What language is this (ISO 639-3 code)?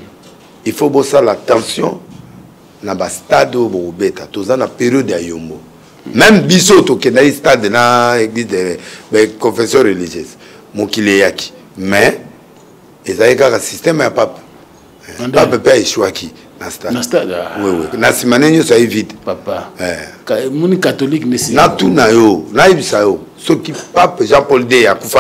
lin